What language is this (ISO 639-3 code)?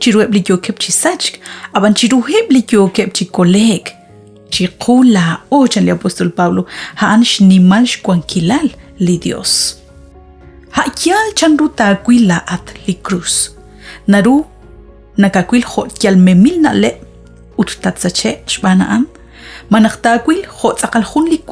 kek